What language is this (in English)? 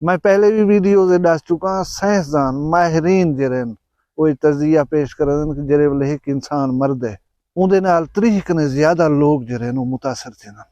Saraiki